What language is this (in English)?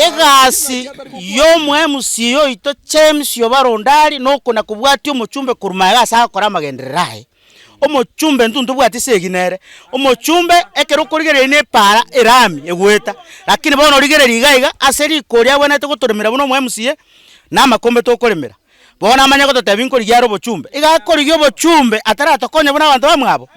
Gusii